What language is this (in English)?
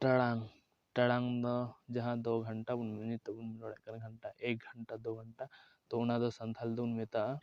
Santali